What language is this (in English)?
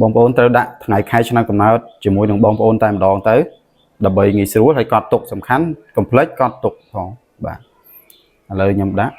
Khmer